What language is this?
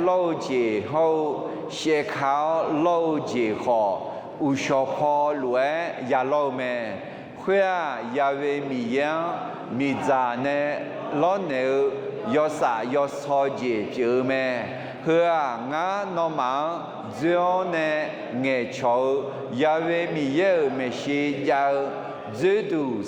Akha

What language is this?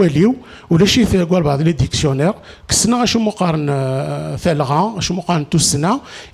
Kabyle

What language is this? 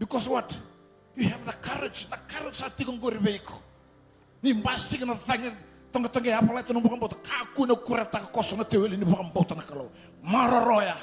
Fijian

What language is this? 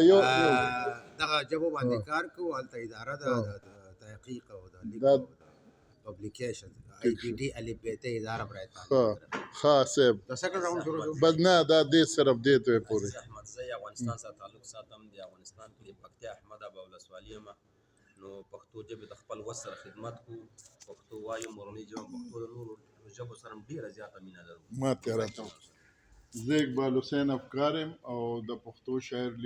Pashto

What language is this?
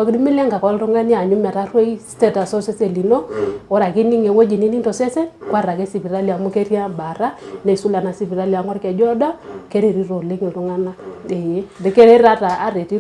Masai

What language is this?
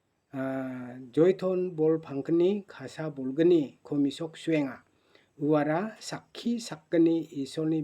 Garo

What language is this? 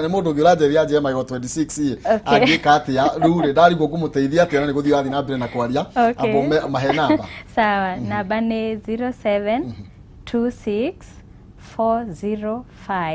Kikuyu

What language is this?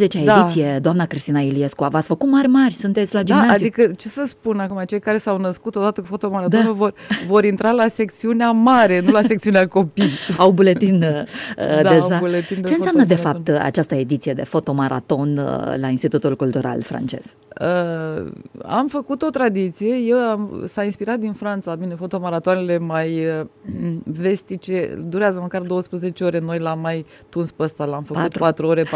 Romanian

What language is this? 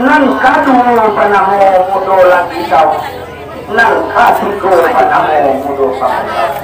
Minangkabau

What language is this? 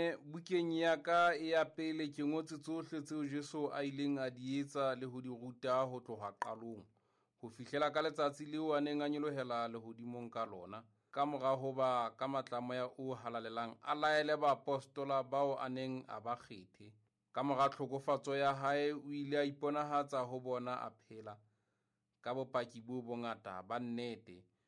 Southern Sotho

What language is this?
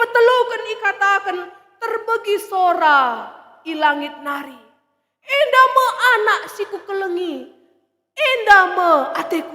Batak Karo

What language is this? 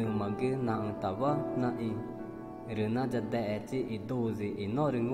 Ticuna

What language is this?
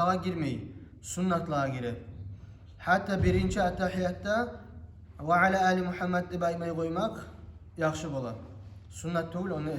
Kumyk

